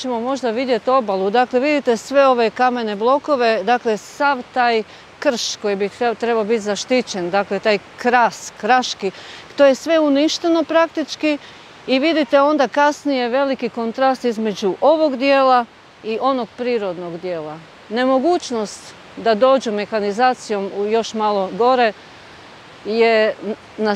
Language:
Croatian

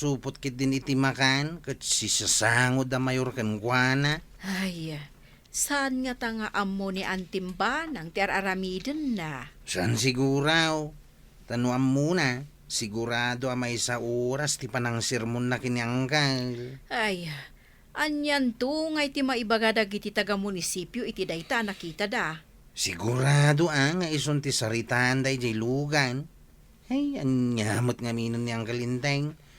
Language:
Iloko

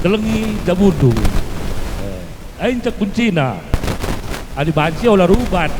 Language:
Batak Karo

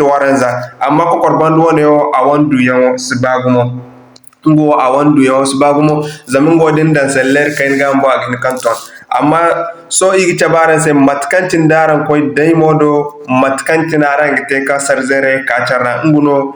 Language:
Zarma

